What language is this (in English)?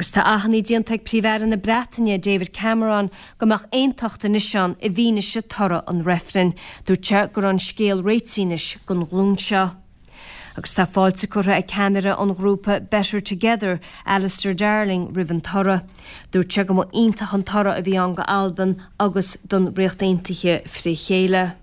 Irish